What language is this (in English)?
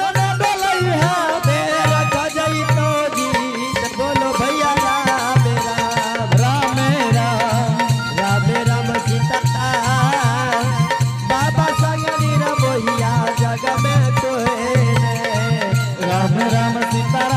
Angika